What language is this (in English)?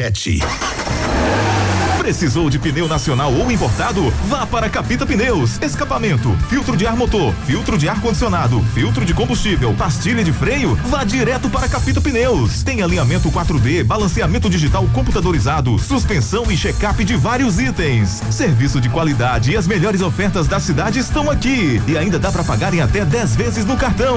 Portuguese